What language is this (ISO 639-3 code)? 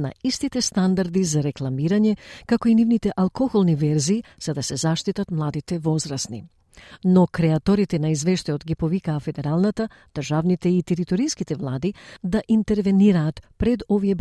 mkd